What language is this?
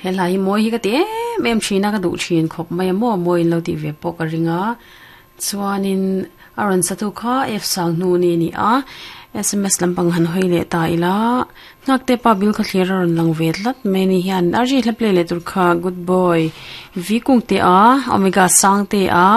Mizo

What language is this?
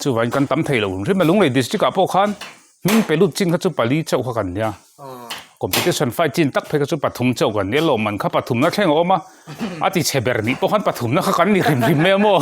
Mizo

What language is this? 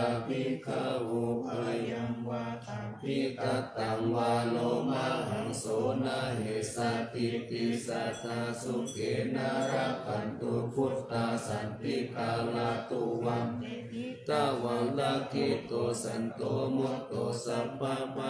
Pali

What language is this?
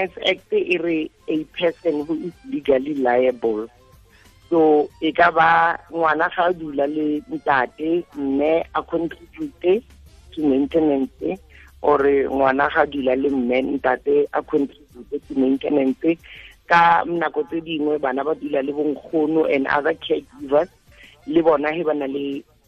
Tswana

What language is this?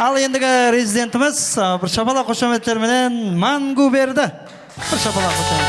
Kara-Kalpak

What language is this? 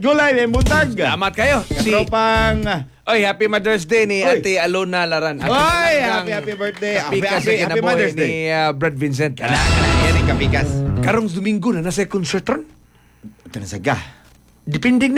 Cebuano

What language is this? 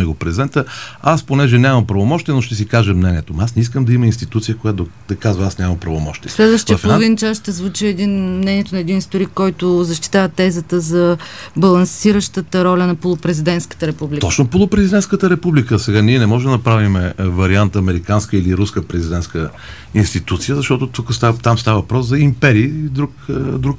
Bulgarian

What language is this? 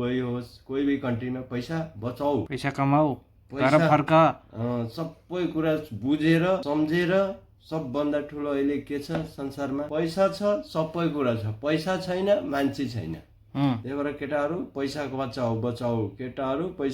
Nepali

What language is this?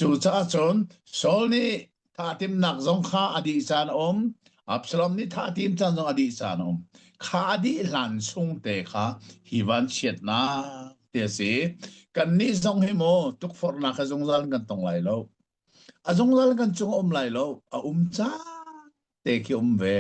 Hakha Chin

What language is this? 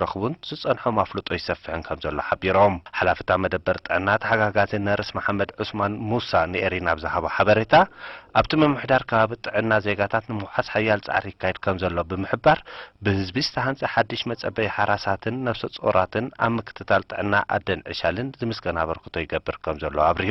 Tigrinya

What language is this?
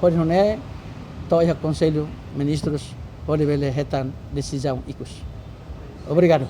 Tetum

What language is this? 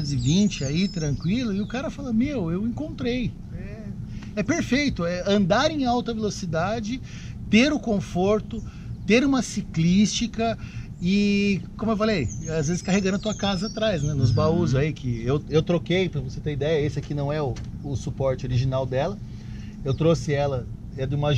Portuguese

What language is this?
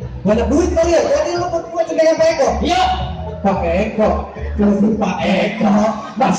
Betawi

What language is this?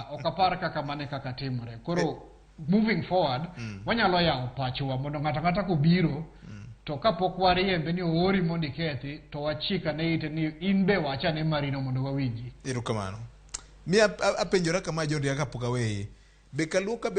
Luo (Kenya and Tanzania)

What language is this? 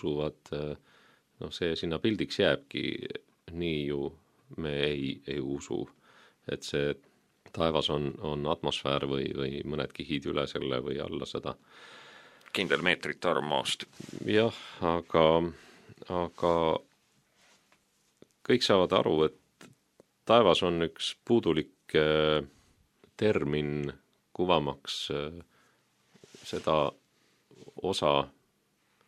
Estonian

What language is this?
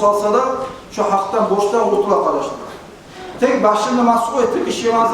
Kumyk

